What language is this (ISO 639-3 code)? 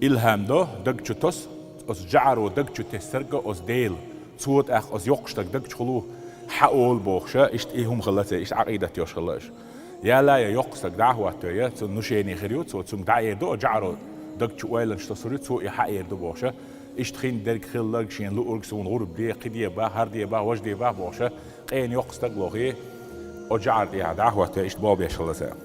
che